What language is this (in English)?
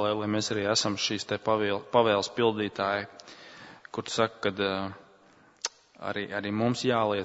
Latvian